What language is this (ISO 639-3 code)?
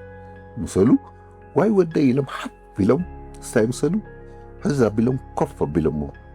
tir